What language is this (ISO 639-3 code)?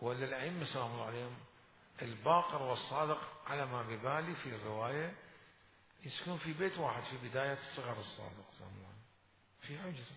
acm